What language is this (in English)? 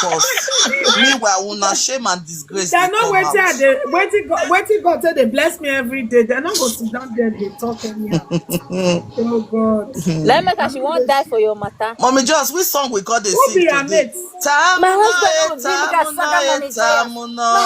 Nigerian Pidgin